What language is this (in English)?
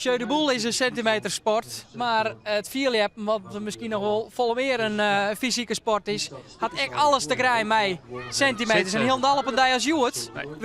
Western Frisian